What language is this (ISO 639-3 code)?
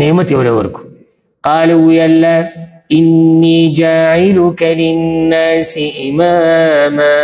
pus